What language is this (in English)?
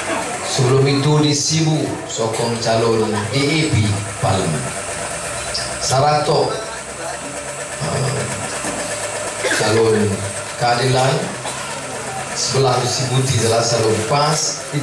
Malay